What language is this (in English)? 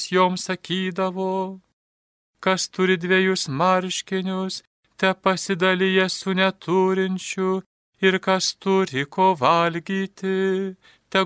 Lithuanian